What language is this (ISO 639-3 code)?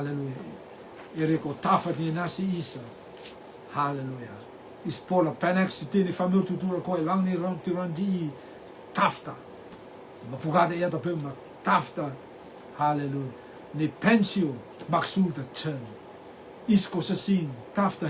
rtm